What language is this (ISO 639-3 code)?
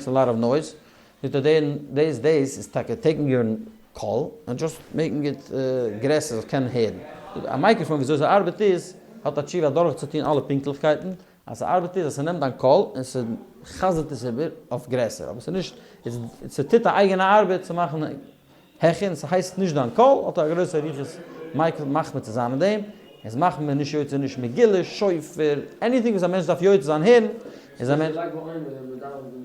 yid